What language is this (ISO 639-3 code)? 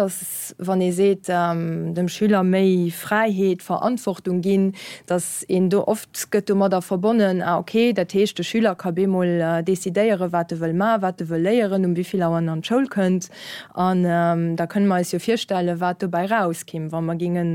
ltz